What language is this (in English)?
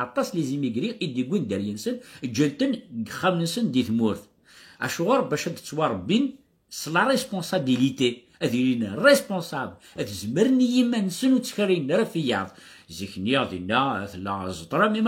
Kabyle